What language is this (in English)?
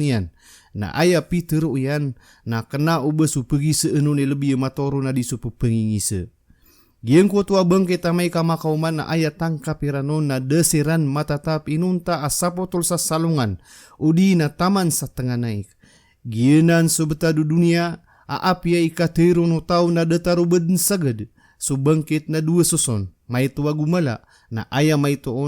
Maranao